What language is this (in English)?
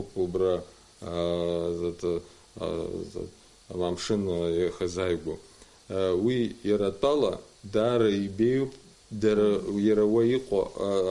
Abkhazian